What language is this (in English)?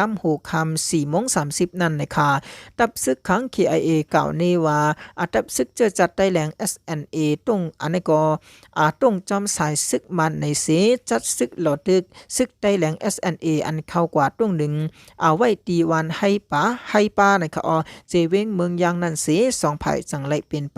Shan